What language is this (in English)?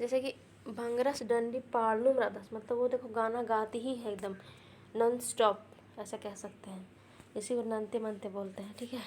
Kurukh